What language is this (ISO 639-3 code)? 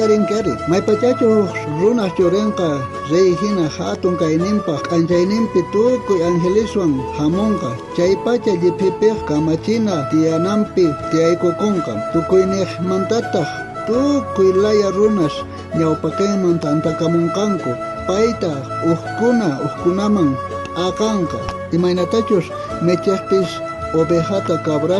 quh